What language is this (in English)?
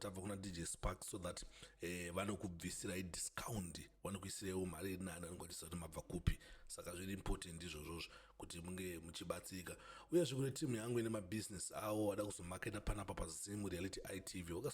Shona